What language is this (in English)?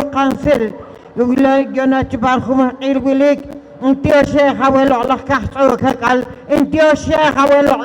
Poqomchi'